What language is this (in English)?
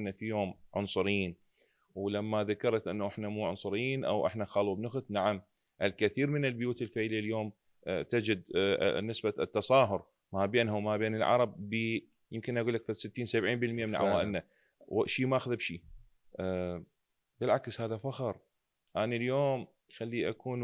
Mesopotamian Arabic